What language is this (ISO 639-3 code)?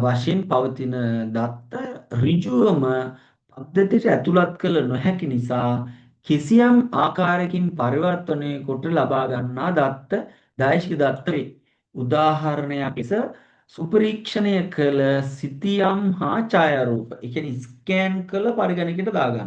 sin